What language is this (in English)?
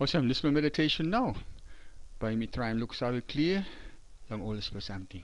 Tok Pisin